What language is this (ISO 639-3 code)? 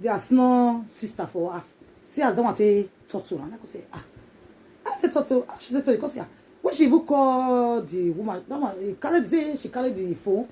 pcm